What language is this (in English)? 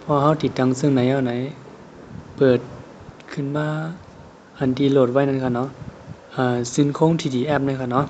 Shan